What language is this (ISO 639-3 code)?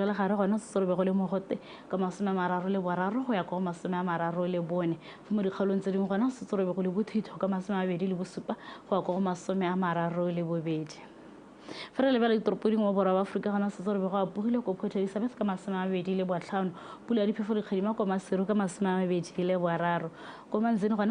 tsn